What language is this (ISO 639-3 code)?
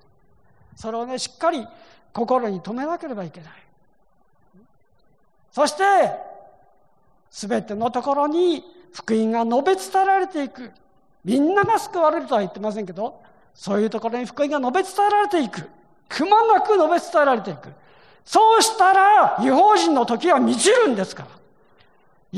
jpn